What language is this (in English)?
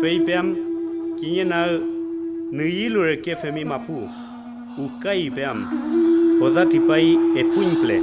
Mapuche